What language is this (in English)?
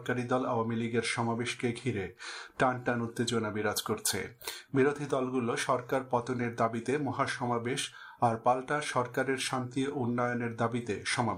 Bangla